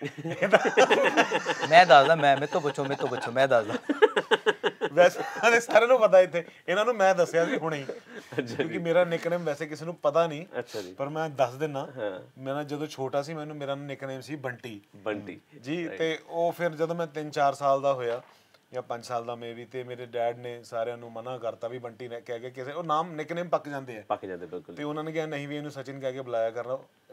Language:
Punjabi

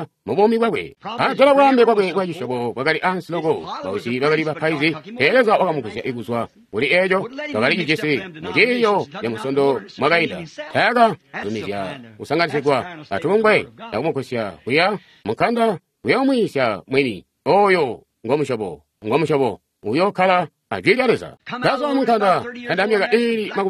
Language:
Tonga (Zambia)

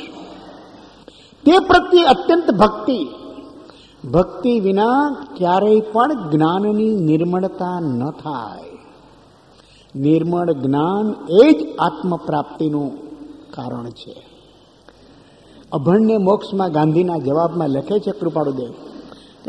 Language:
Gujarati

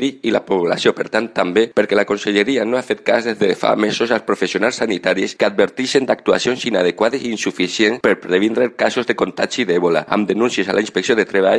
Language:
Catalan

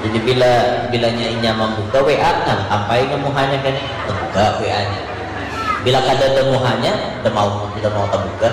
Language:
Banjar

